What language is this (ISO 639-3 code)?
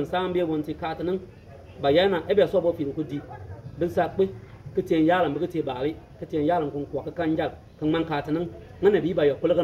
bim